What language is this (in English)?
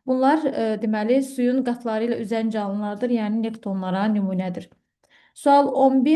Azerbaijani